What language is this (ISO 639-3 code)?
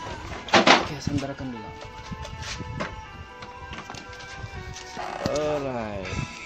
msa